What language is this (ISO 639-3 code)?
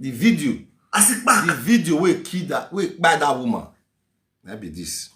pcm